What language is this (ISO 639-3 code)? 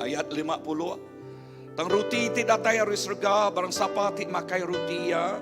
iba